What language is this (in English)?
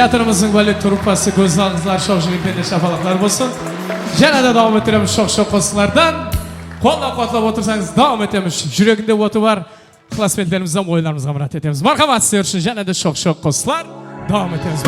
Kara-Kalpak